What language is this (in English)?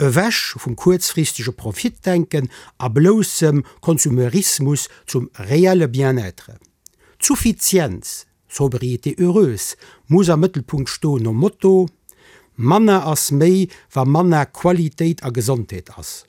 Luxembourgish